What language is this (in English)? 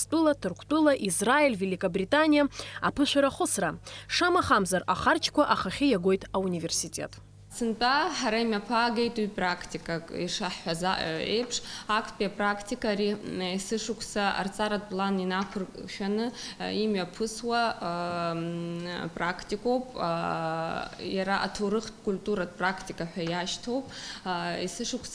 Abkhazian